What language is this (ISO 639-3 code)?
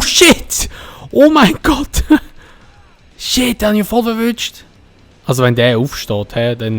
gsw